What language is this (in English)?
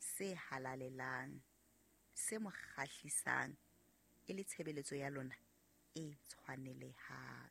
Southern Sotho